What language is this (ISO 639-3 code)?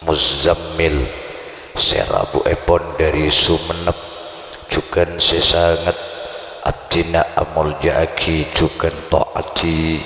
mad